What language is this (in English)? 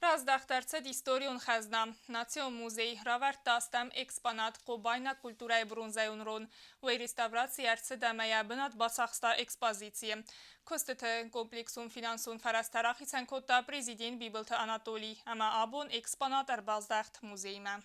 Ossetic